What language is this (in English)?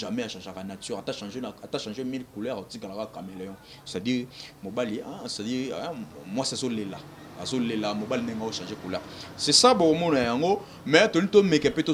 Lingala